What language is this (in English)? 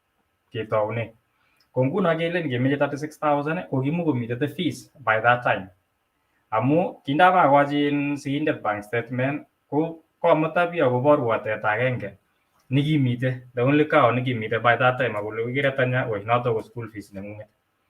Kalenjin